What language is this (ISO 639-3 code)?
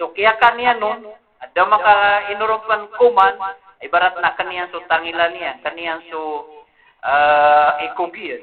mrw